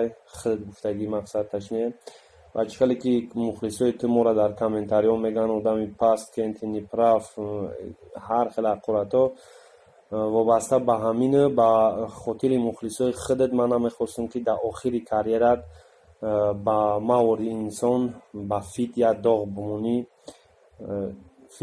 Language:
Tajik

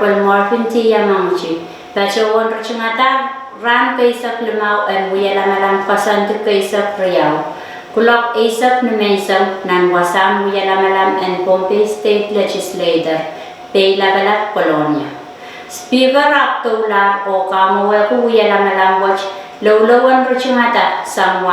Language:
Pohnpeian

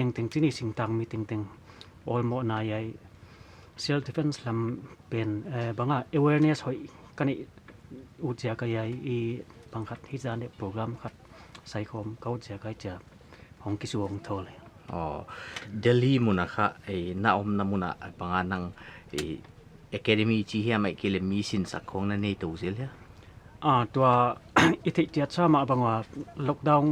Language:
Paite Chin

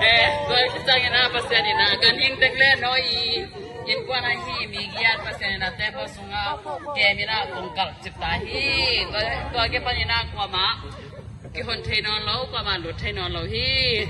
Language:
Tedim Chin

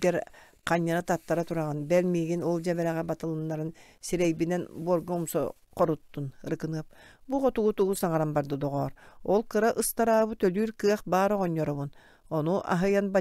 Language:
Yakut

